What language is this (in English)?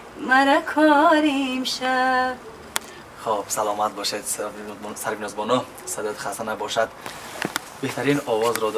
Tajik